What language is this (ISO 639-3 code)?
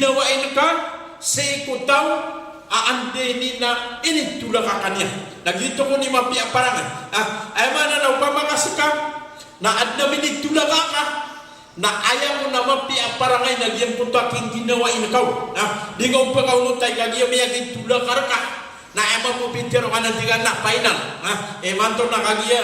mrw